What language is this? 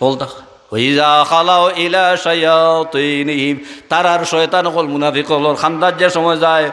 Sylheti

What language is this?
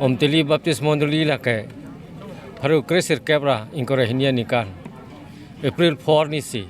Karbi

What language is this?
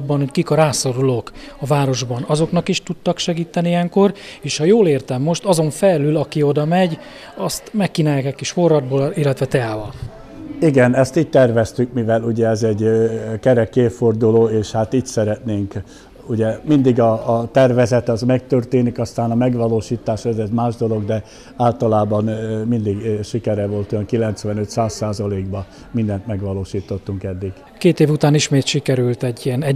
Hungarian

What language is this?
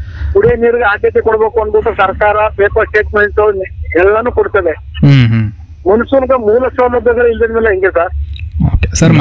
Kannada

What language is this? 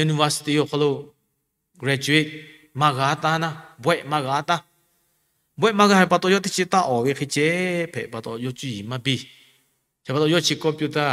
Lahu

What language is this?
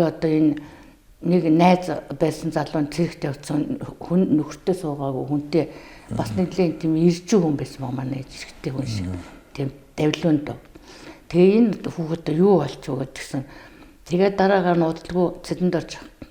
Mongolian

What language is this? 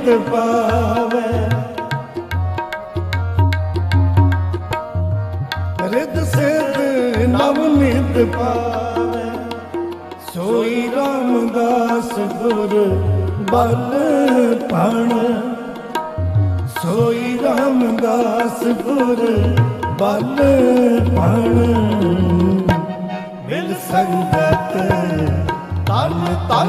Punjabi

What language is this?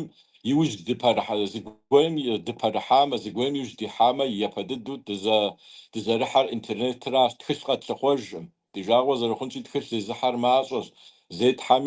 Kabardian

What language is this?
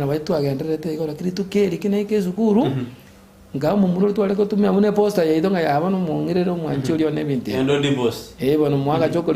Gusii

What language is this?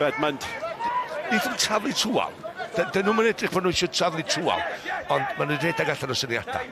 Welsh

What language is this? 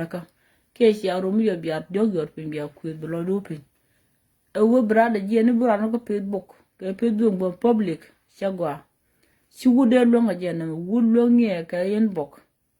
Nuer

